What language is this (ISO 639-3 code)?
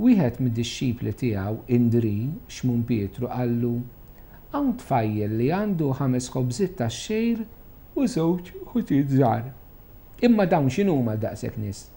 mlt